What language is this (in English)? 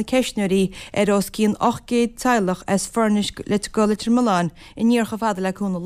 Irish